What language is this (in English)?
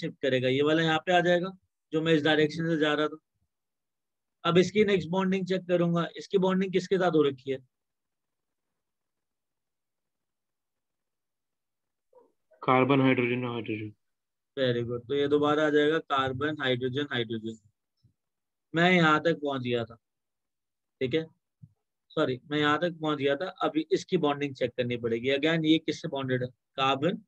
Hindi